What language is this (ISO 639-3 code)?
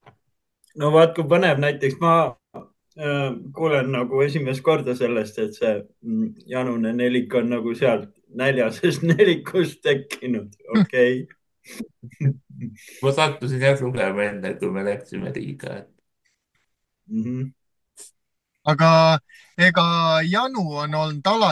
est